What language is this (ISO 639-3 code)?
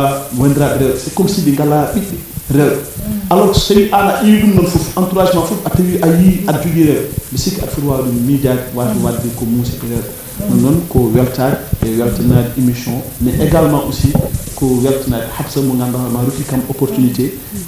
ful